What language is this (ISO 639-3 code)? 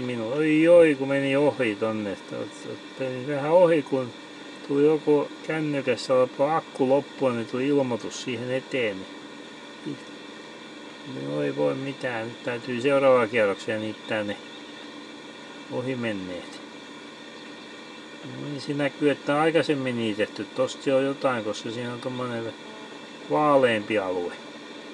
fin